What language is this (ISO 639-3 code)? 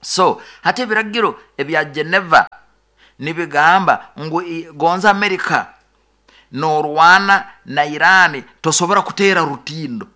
nyo